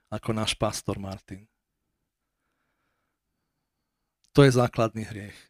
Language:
Slovak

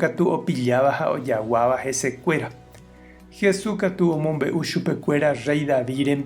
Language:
Guarani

